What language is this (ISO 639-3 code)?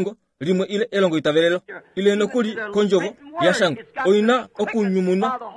kua